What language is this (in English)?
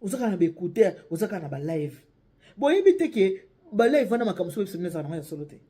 Lingala